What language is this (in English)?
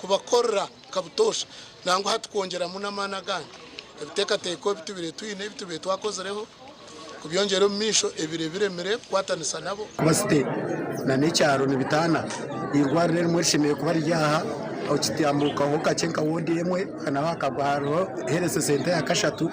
Nyankole